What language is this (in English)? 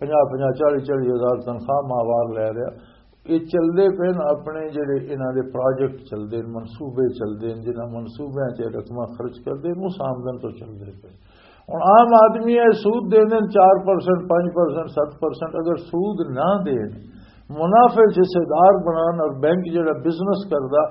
Western Panjabi